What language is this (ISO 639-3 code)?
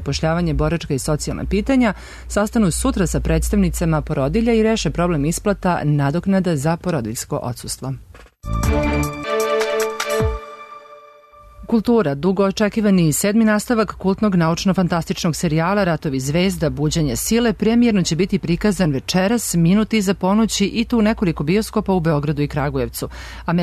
srp